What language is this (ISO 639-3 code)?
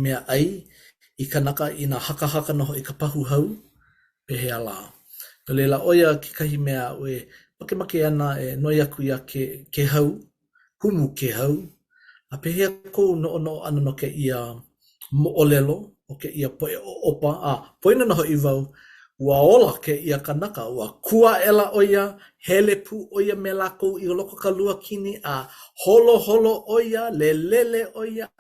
haw